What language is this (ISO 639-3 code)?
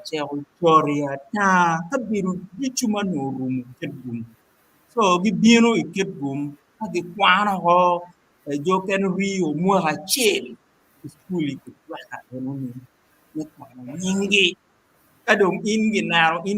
ach